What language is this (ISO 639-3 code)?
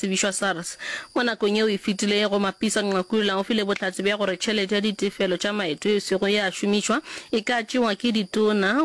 nso